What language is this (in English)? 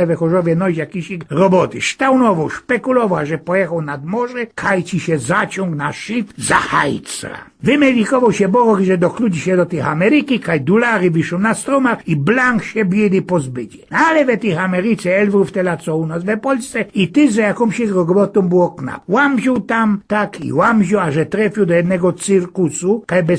Silesian